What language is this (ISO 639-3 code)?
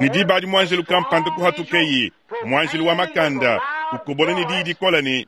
lua